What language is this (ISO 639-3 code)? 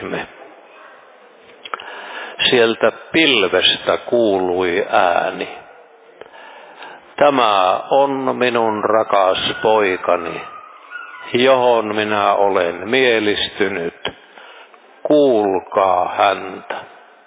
fin